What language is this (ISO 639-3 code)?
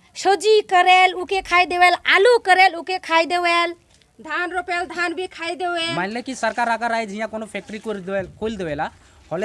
sck